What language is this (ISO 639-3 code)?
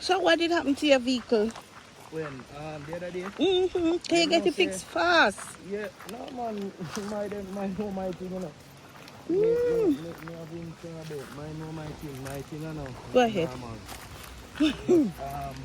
jam